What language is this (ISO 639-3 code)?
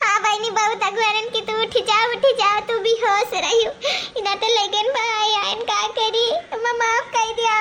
awa